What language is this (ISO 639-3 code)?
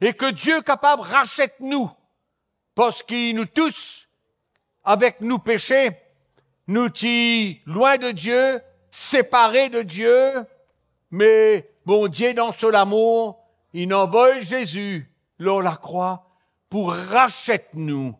mfe